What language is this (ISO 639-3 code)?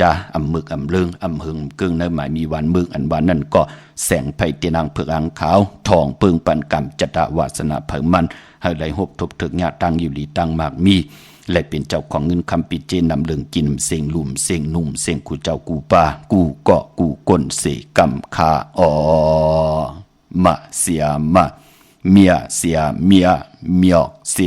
shn